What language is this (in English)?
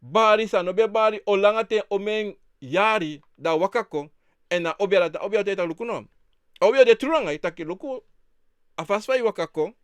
Sranan Tongo